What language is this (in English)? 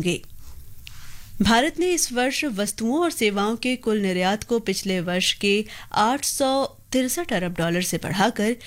Hindi